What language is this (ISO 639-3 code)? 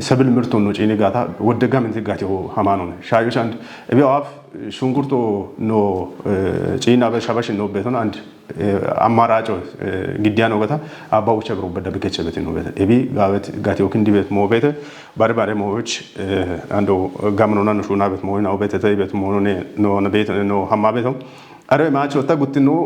kbr